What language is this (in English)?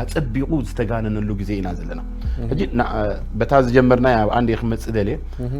Tigrinya